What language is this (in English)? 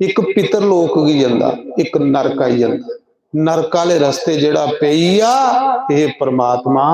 Dogri